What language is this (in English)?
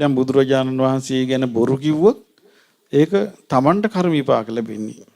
Sinhala